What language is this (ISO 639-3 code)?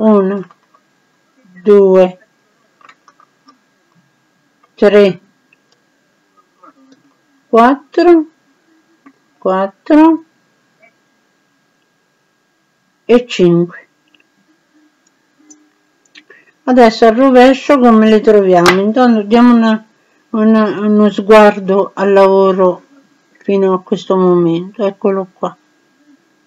ita